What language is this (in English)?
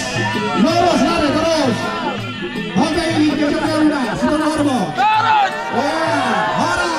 Batak Toba